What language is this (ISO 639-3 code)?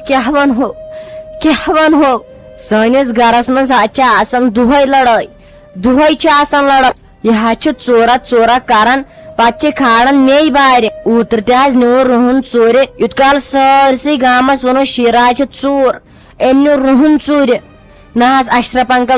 kas